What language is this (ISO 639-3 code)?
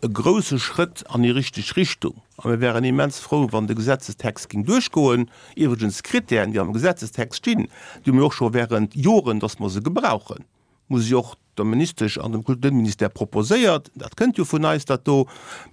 ltz